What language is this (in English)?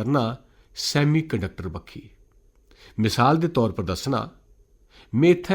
Dogri